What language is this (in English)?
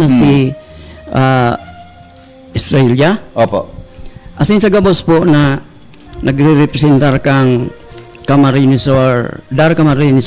Bikol